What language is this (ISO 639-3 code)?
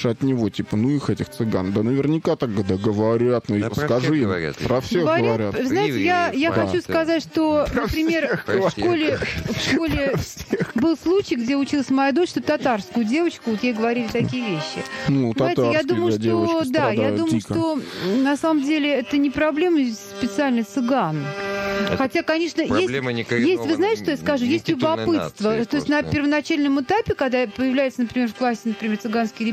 rus